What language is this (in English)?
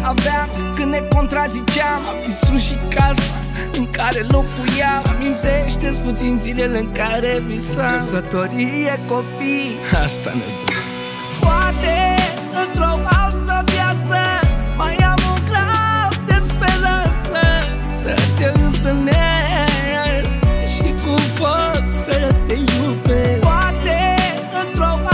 Romanian